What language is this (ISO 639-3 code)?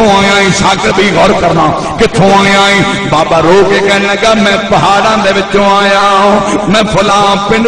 skr